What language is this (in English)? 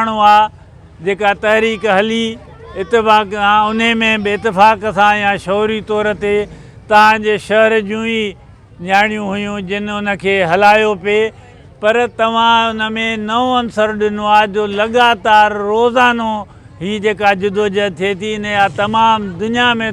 Sindhi